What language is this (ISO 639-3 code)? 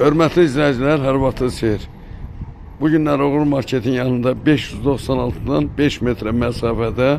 aze